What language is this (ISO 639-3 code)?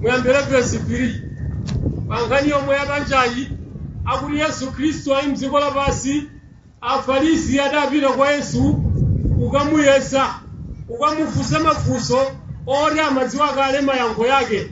nya